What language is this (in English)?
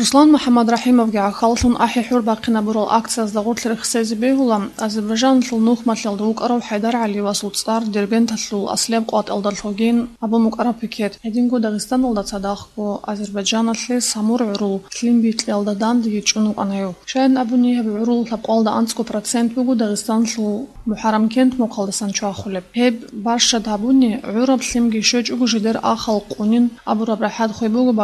Avaric